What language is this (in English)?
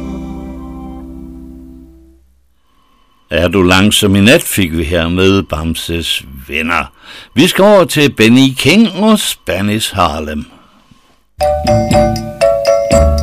Danish